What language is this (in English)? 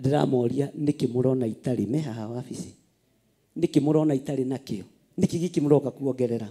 Kikuyu